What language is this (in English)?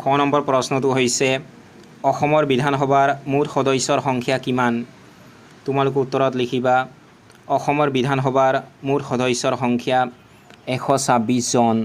Assamese